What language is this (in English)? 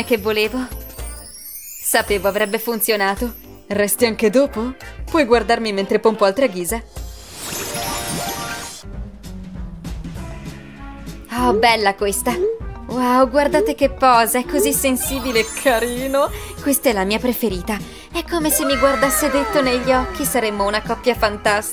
Italian